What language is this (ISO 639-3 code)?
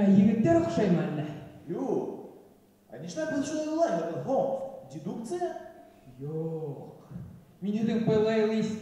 bak